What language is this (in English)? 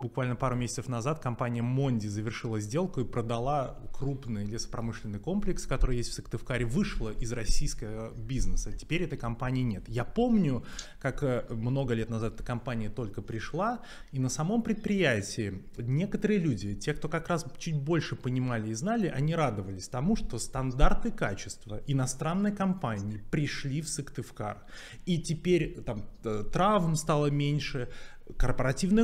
Russian